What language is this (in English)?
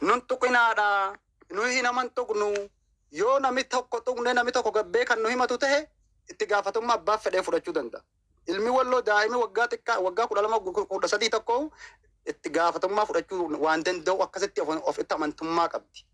Oromo